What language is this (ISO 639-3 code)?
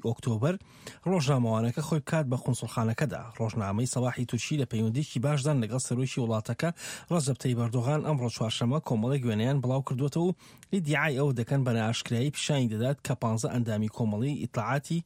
ckb